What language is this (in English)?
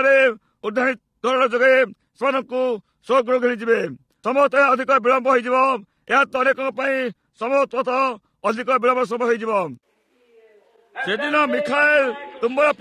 Odia